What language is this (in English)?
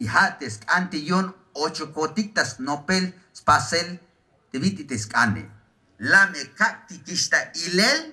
Tzeltal